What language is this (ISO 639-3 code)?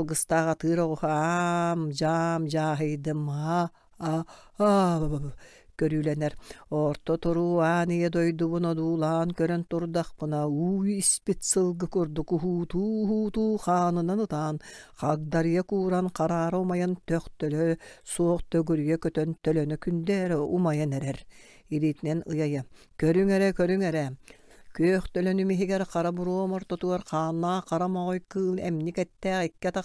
sah